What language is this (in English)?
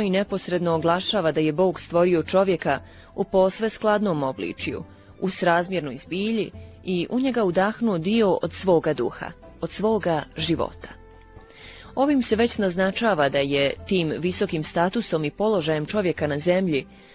Bosnian